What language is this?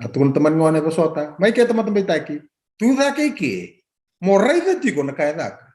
Fijian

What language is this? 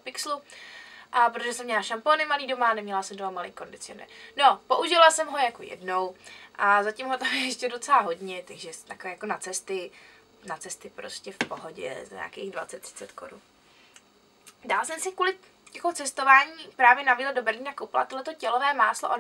Czech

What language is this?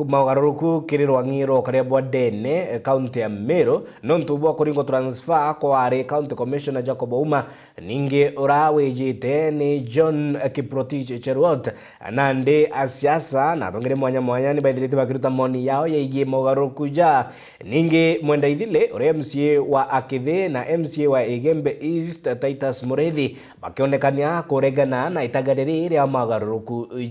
Meru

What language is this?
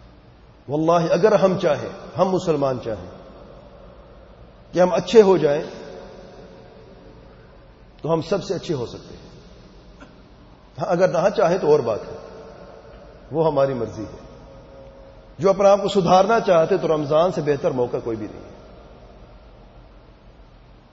Urdu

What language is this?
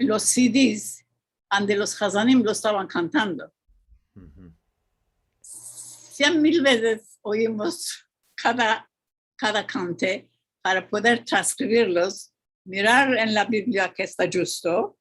Ladino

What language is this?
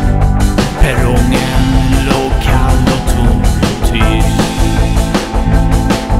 Swedish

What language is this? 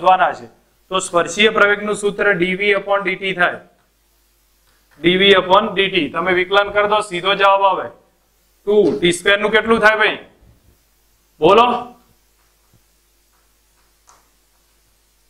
Gujarati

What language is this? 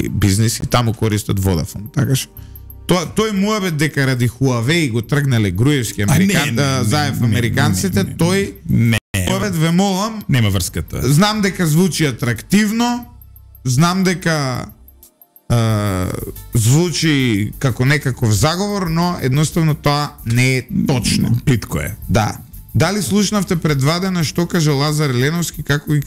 Macedonian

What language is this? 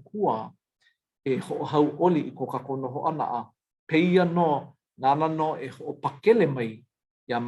Hawaiian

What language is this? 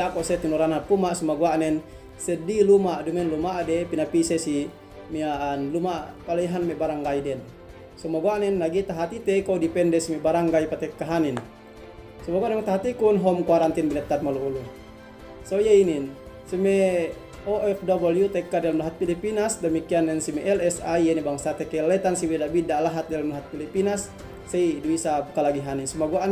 Yakan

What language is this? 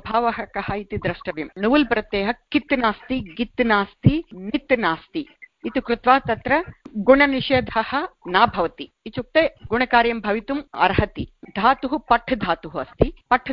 Sanskrit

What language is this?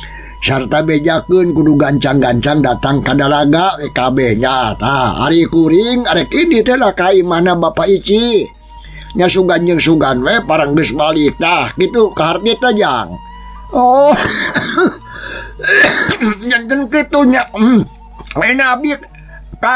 Sundanese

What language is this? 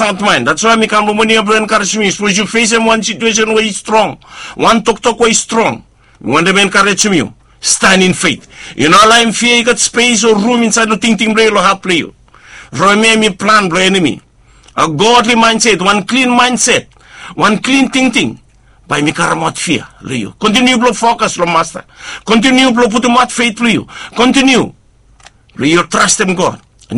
Bislama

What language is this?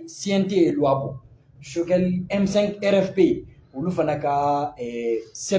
Bambara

